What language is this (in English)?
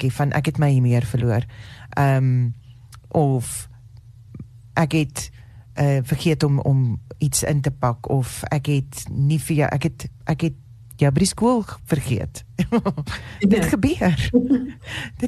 Afrikaans